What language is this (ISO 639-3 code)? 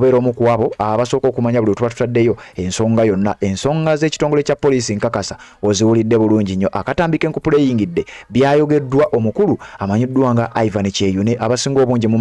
lug